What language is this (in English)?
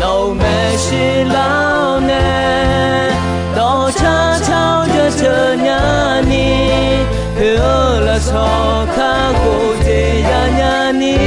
Akha